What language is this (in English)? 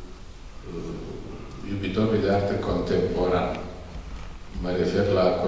Romanian